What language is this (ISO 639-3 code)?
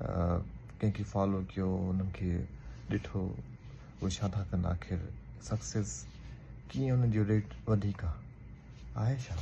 snd